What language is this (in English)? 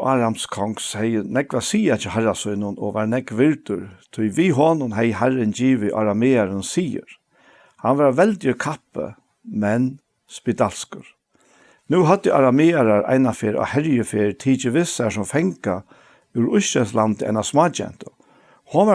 Faroese